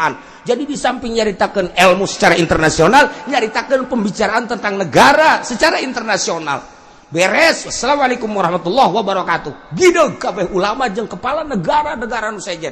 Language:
Sundanese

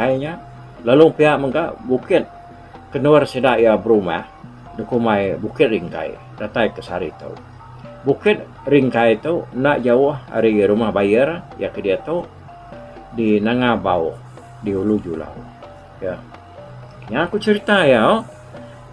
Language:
Iban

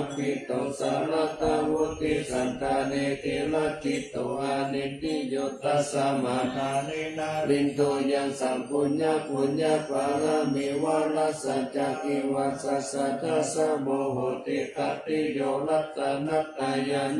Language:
Pali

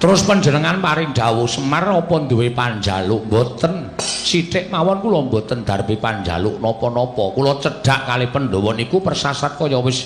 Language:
Javanese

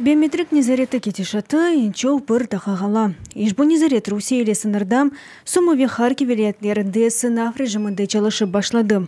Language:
Crimean Tatar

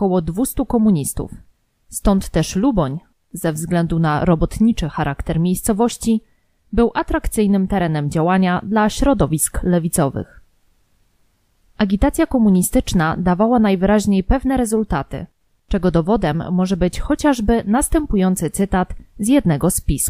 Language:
Polish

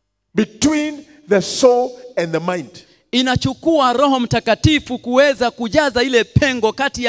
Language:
Swahili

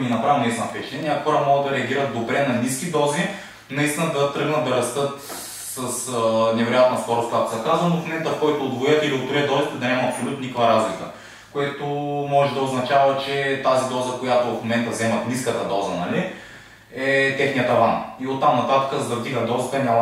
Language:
Bulgarian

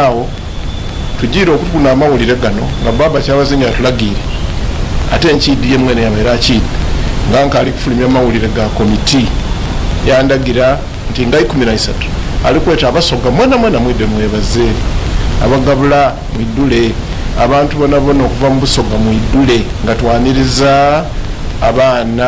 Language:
Soga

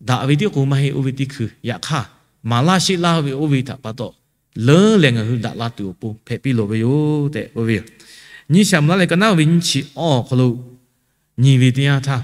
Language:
Lahu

